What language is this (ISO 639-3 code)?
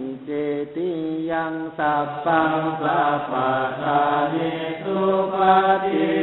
pli